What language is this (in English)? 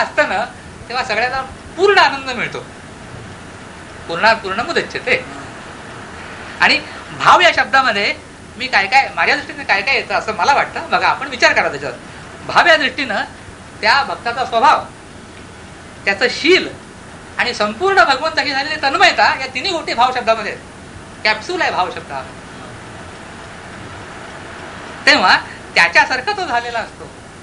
Marathi